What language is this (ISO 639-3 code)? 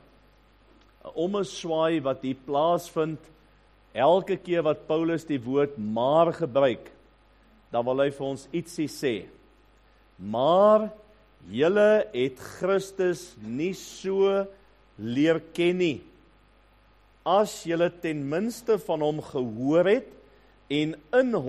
afr